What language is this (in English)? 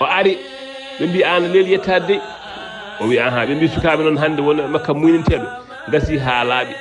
Fula